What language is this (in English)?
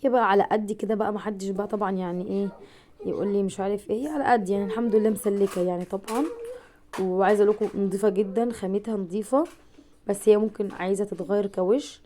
Egyptian Arabic